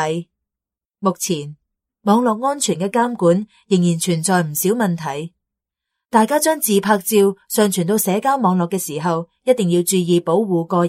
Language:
Cantonese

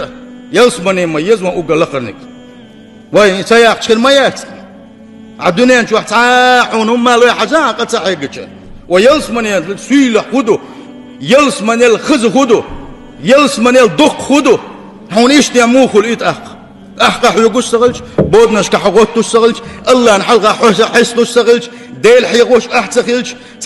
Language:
Chechen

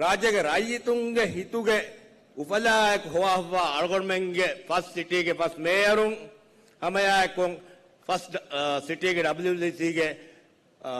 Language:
Divehi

